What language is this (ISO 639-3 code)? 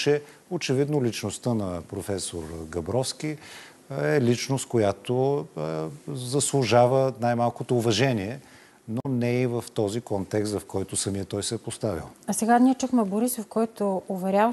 bul